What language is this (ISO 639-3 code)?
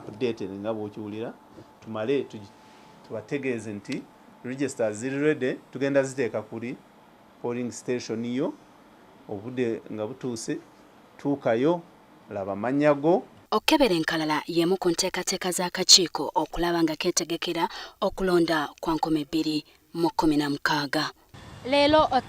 lug